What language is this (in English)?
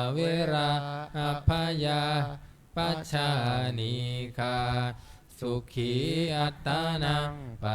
Pali